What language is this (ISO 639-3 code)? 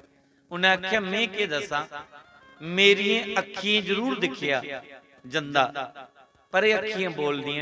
doi